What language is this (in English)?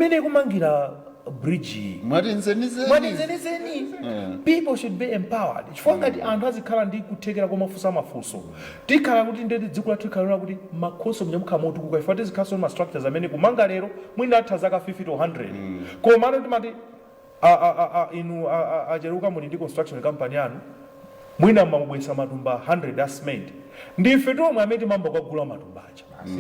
Nyanja